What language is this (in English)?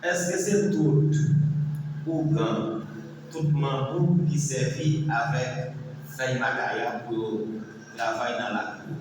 Haitian Creole